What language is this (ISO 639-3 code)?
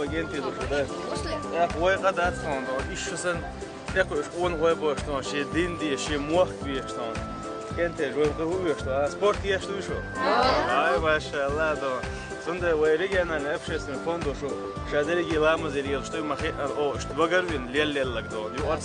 che